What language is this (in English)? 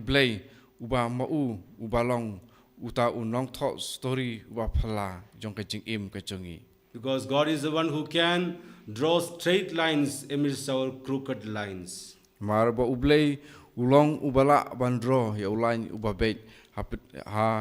Khasi